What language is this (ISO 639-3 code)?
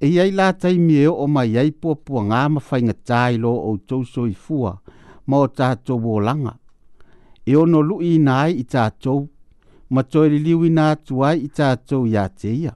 smo